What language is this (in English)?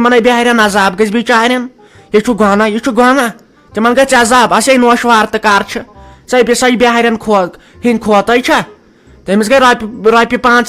Kashmiri